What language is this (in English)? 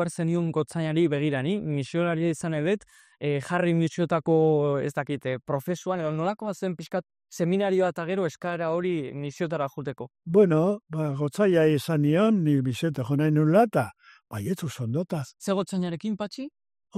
Basque